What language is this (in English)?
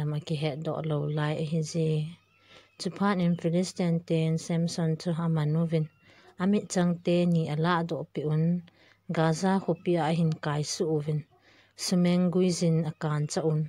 Thado Chin